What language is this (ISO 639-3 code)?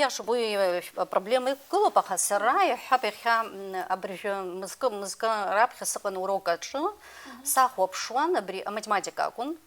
abk